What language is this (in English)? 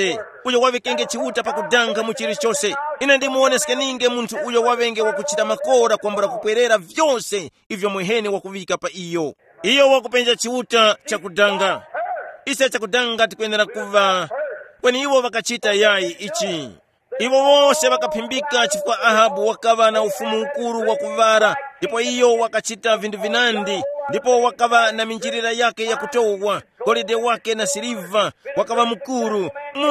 Tumbuka